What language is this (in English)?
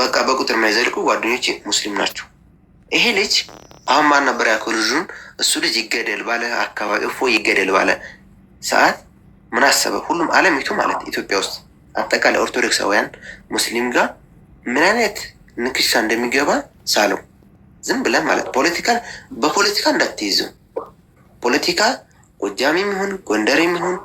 Amharic